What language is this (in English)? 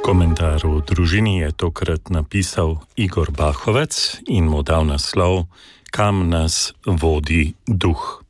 Slovenian